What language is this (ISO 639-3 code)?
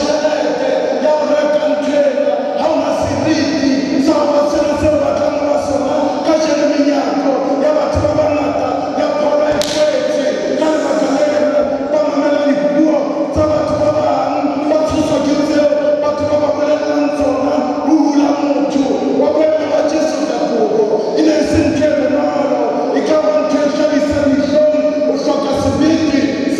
sot